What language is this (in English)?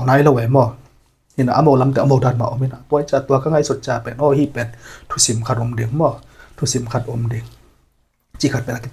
Tedim Chin